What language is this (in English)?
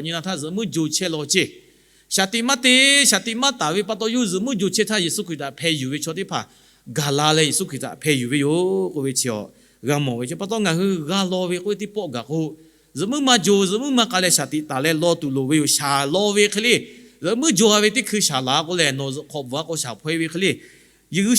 Lahu